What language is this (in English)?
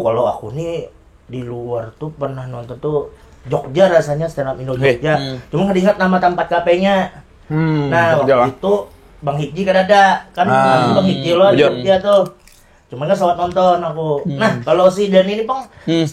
Banjar